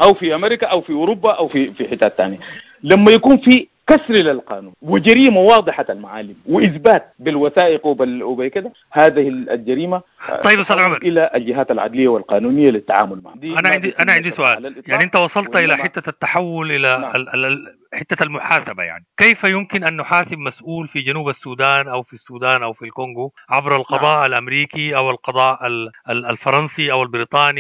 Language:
Sudanese Arabic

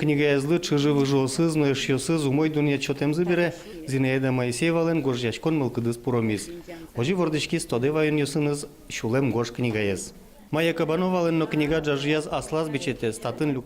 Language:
Udmurt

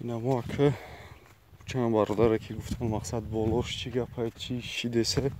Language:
Tajik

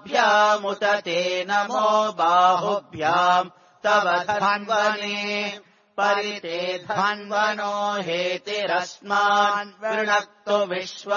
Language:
Sanskrit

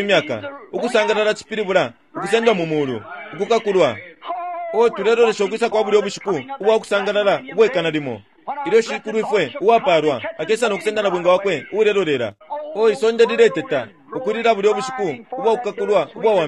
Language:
Bemba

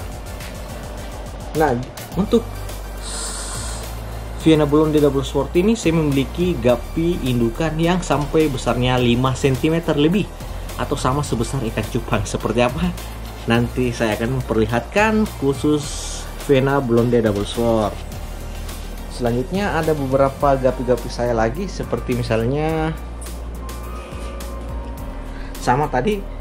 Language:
Indonesian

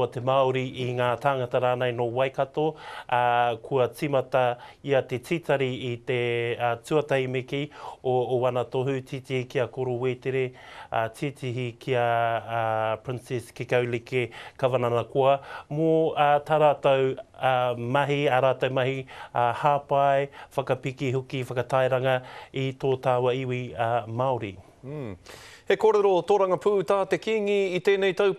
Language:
Māori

